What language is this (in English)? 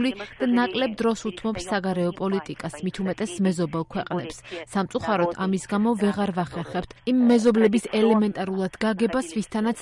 Georgian